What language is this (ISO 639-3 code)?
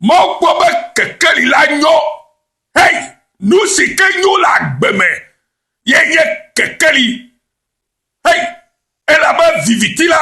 ewe